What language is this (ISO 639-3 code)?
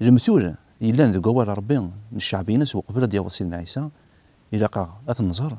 kab